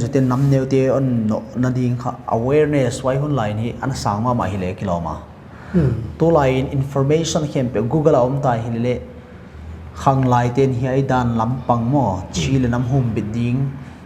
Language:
Paite Chin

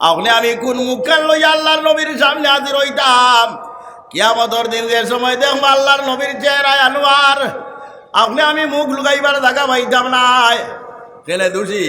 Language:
Sylheti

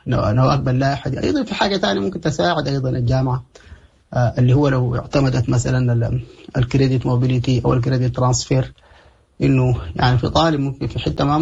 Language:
Sudanese Arabic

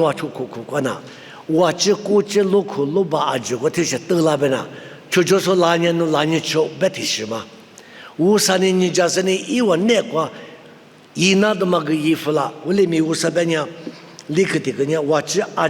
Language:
Lisu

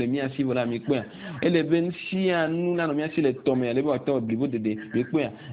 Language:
Ewe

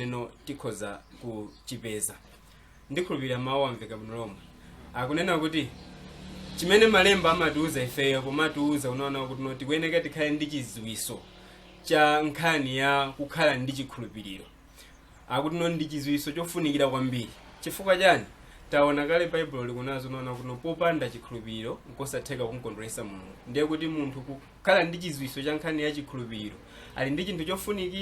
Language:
Nyanja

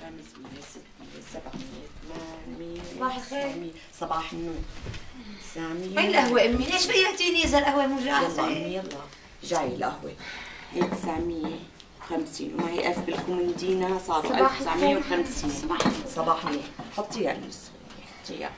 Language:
North Levantine Arabic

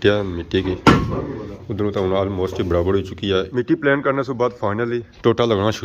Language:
Pahari-Potwari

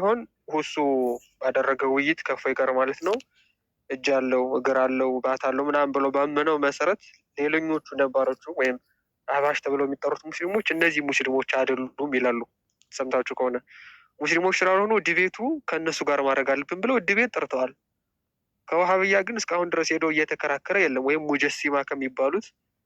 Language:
Amharic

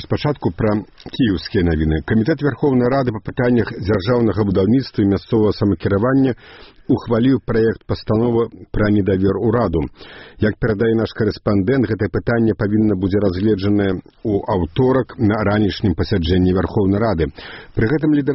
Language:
Belarusian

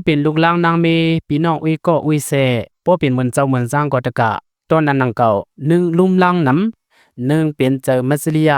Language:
Shan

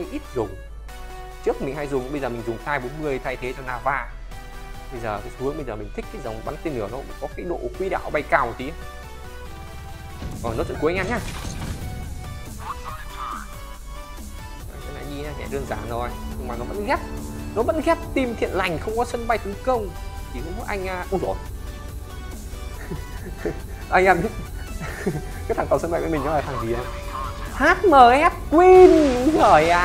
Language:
Vietnamese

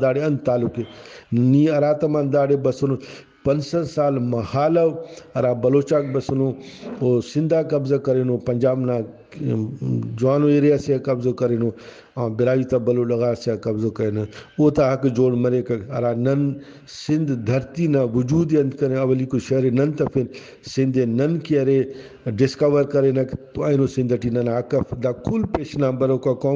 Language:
Brahui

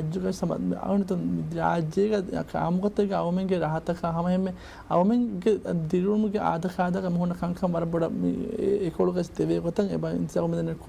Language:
Divehi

